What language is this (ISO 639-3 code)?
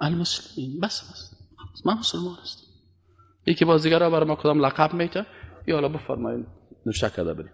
fas